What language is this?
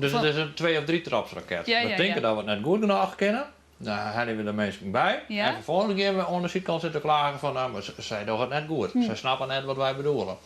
Western Frisian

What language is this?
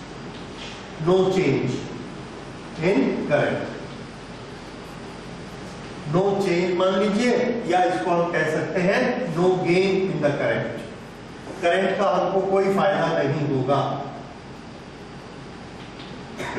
Hindi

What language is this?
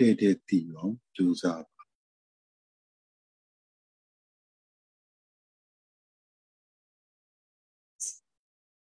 Burmese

